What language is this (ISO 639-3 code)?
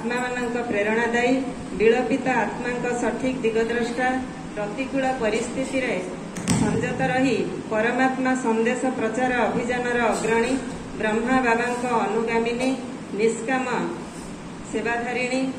ori